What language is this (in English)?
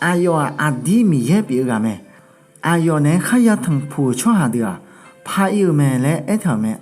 Akha